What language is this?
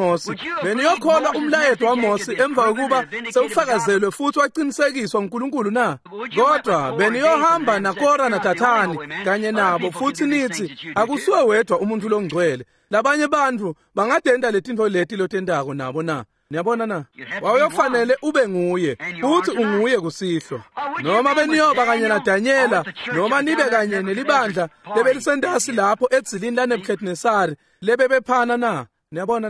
Swati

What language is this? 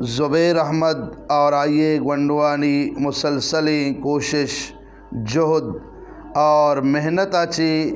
Eastern Balochi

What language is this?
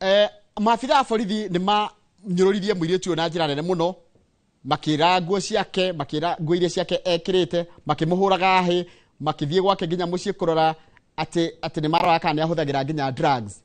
Kikuyu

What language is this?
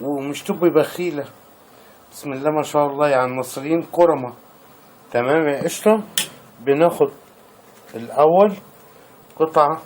Egyptian Arabic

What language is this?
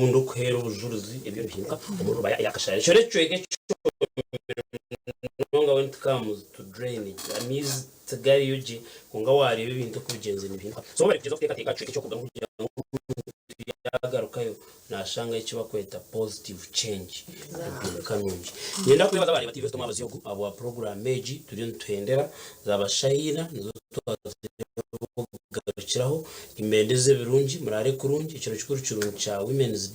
Nyankole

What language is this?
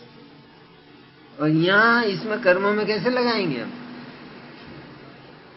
Hindi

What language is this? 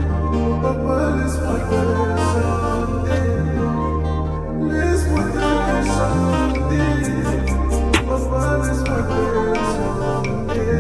French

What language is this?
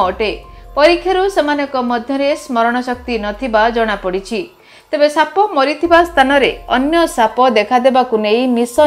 Odia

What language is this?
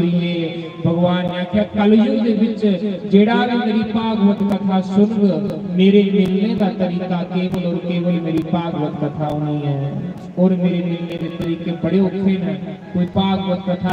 Dogri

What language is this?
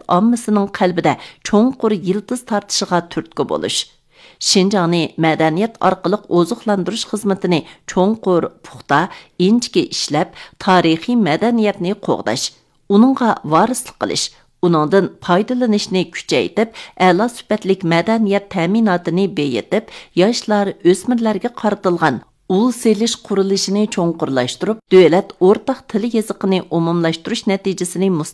Uyghur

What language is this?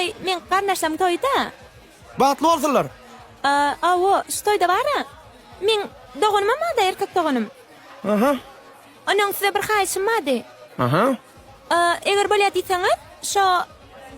Turkmen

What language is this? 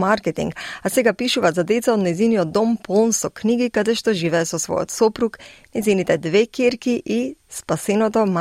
Macedonian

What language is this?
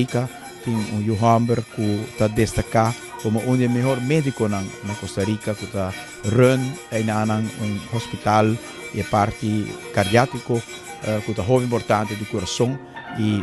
Papiamento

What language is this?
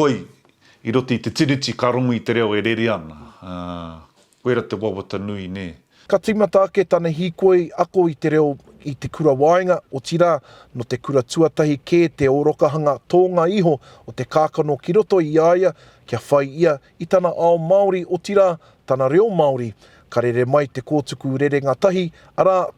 Māori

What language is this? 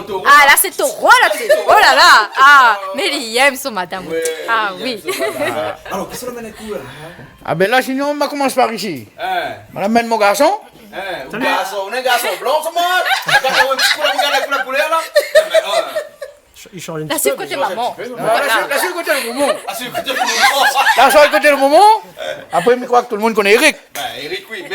Réunion Creole French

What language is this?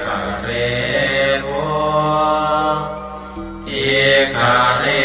Pali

